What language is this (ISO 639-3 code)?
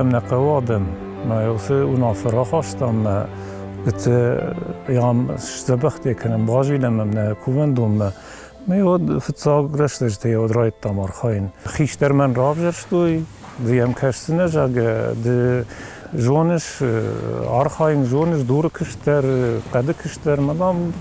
oss